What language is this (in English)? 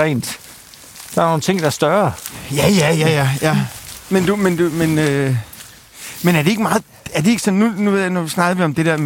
Danish